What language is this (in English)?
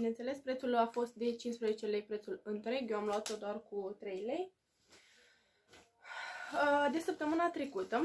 Romanian